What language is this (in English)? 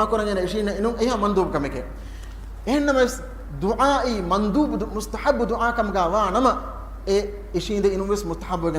Divehi